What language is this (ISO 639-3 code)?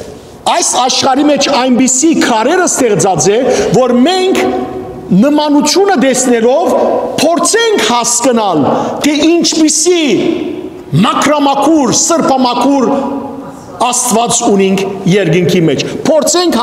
hyw